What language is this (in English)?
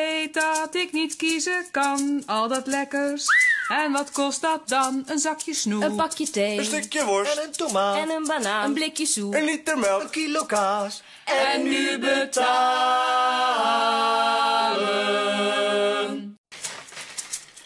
Dutch